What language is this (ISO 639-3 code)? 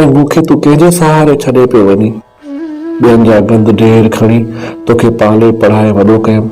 snd